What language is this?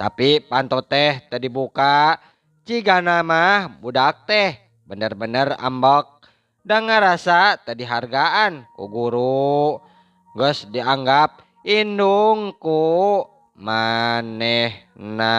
Sundanese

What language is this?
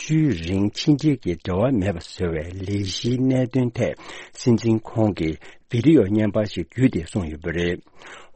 Tibetan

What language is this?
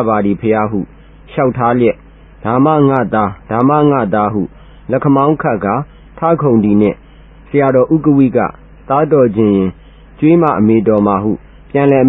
Burmese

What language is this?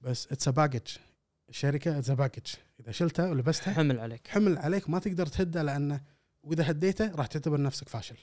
Gulf Arabic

